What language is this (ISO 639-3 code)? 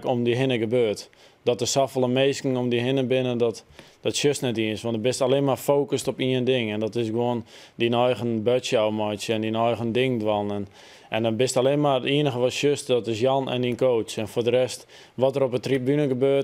fry